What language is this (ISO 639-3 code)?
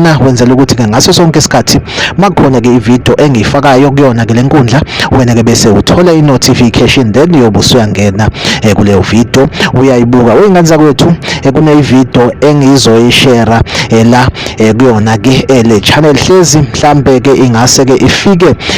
zul